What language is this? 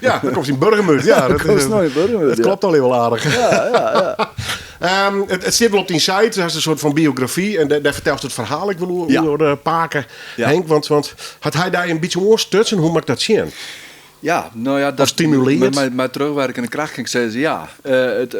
Western Frisian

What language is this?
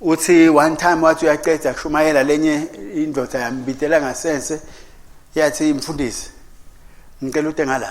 Swati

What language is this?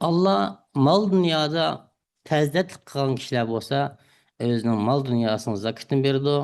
Uyghur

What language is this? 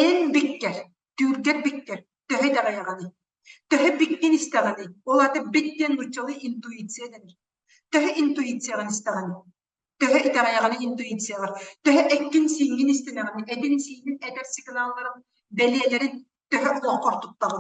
Yakut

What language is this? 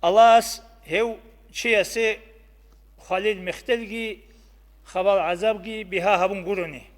Avaric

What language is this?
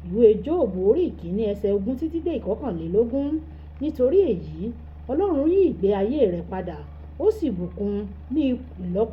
Yoruba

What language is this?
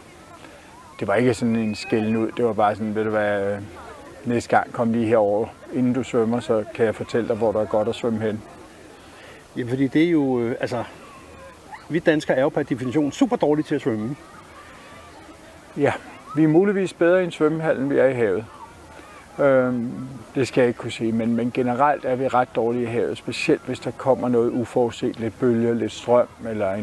Danish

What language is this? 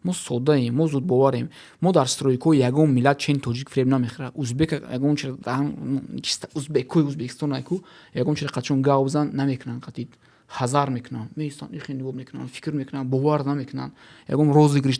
Tajik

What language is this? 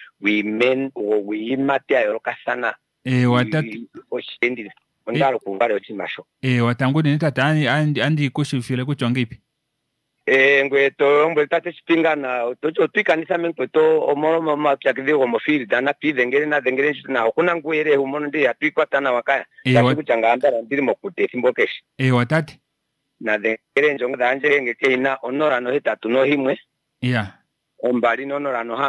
Kuanyama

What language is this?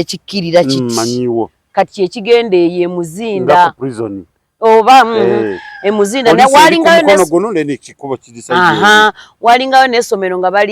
Ganda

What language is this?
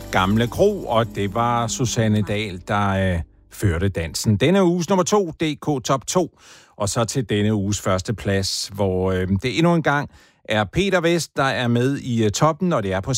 Danish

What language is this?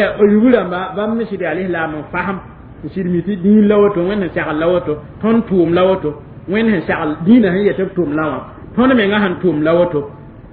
Mossi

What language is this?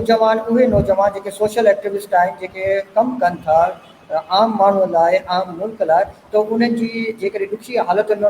Sindhi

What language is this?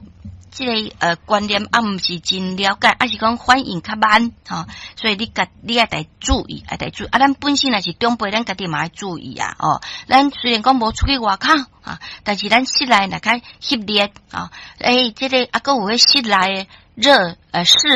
Min Nan Chinese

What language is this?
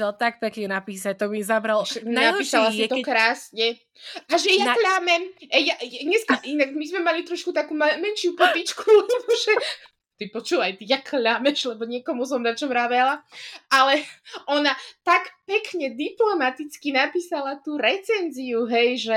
Slovak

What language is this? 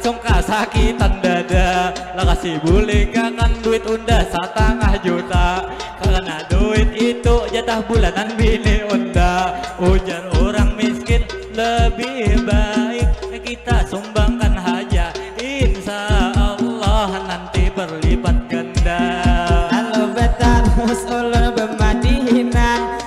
Banjar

